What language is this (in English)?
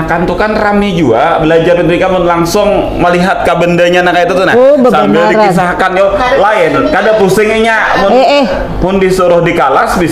Banjar